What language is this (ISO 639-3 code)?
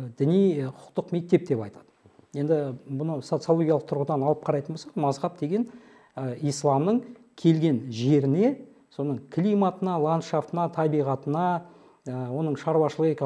kaz